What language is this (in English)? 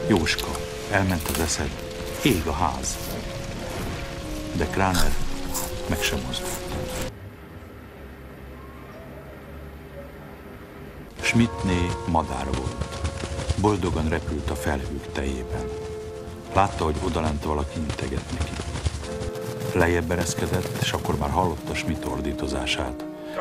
Hungarian